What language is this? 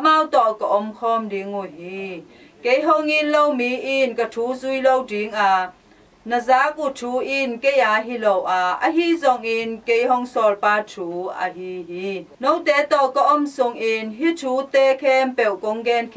Tedim Chin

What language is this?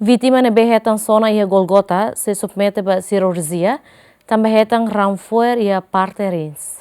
Tetum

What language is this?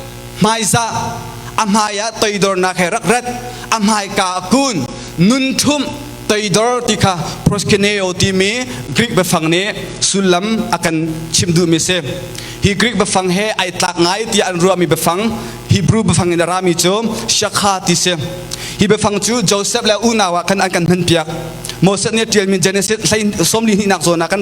Hakha Chin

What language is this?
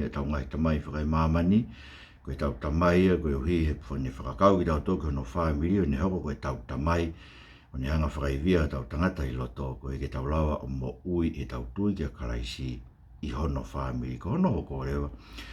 Tongan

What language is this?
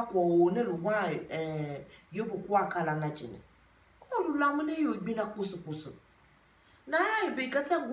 Tiv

